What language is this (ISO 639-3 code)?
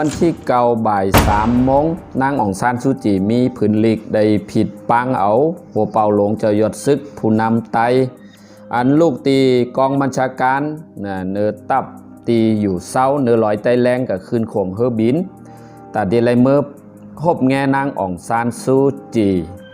shn